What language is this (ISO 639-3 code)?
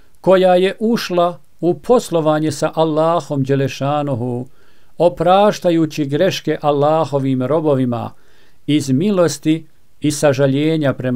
bos